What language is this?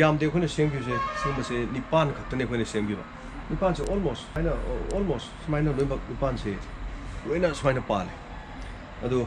Manipuri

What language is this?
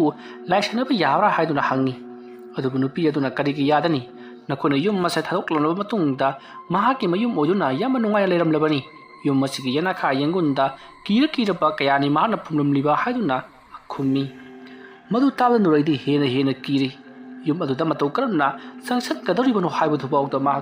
Manipuri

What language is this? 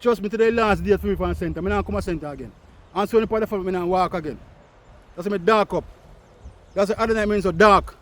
Jamaican Creole English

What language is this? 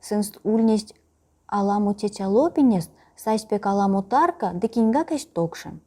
Erzya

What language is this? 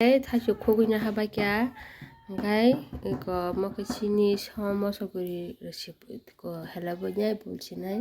Kok Borok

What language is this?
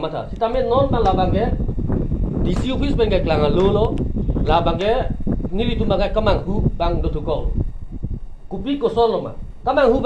Karbi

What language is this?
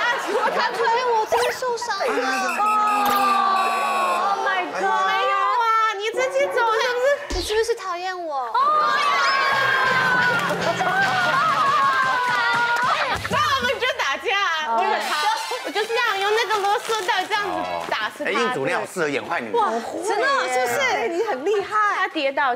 Chinese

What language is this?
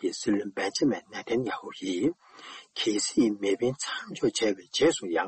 Tibetan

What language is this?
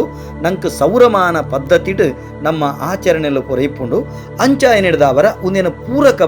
Tulu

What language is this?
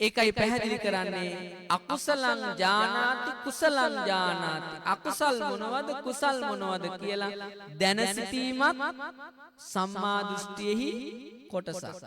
Sinhala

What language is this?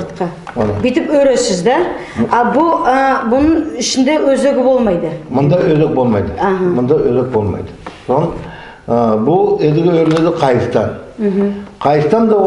Nogai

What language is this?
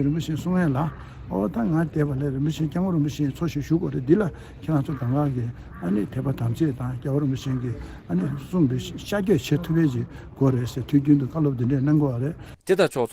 Tibetan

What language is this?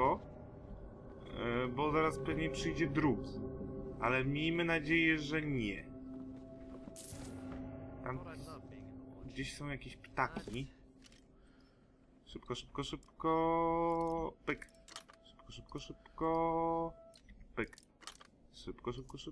Polish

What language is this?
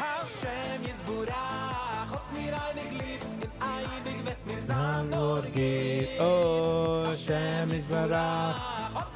Yiddish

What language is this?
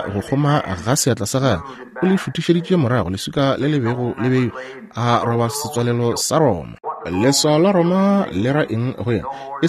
Northern Sotho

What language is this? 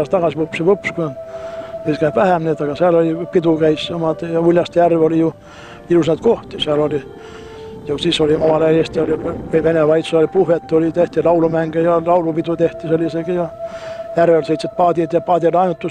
Estonian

